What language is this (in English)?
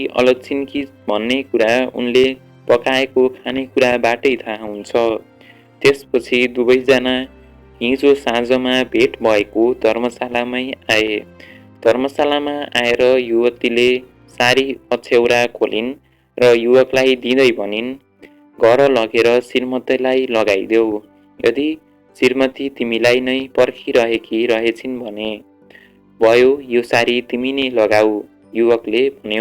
Nepali